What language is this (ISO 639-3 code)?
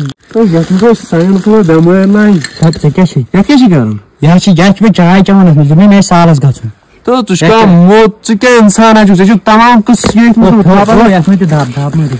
kas